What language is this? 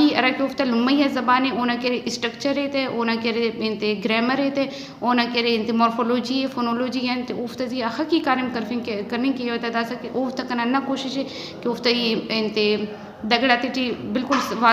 Brahui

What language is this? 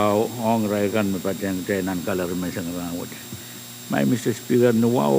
Pohnpeian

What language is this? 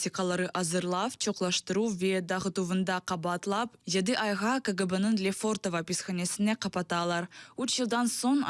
Crimean Tatar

